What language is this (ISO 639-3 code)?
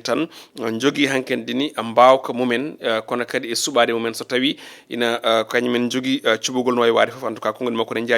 ful